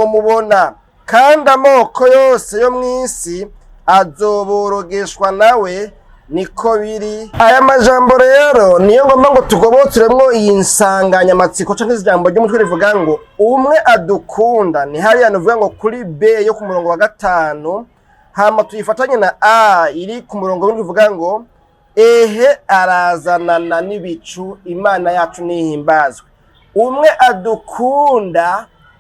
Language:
Rundi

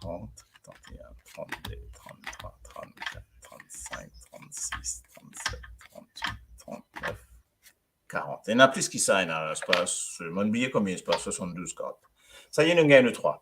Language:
Morisyen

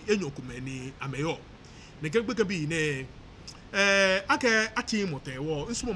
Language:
Ga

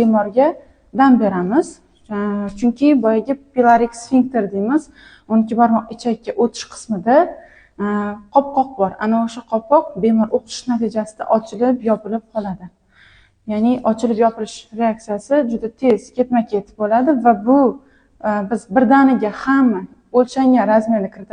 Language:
Uzbek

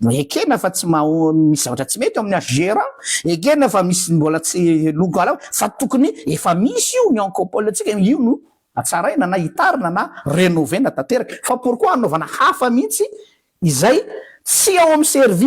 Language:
Malagasy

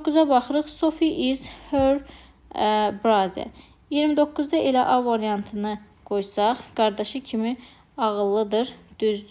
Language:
Azerbaijani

